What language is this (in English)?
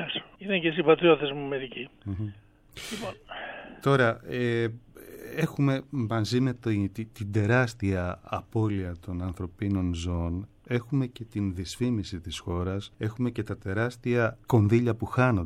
Greek